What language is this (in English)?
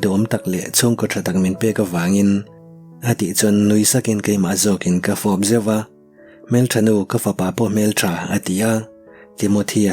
Mizo